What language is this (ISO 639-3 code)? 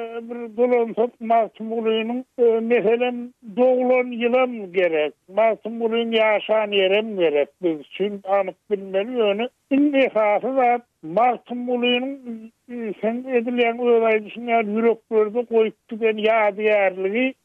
tuk